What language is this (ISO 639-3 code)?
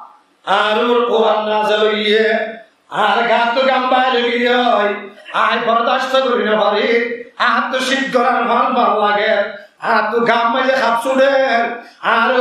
rhg